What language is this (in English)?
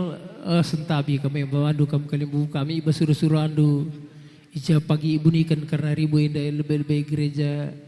Batak Karo